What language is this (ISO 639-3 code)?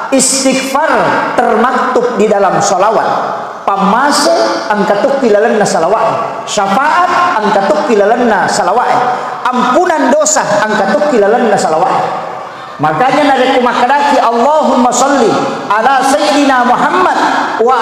bug